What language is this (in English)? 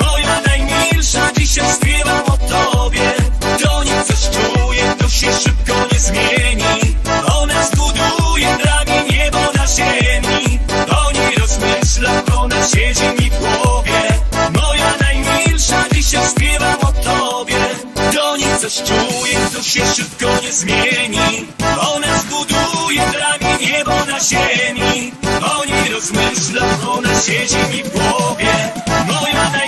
Polish